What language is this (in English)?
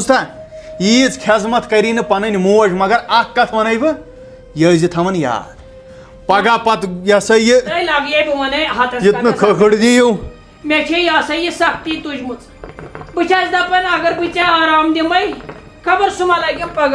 Kashmiri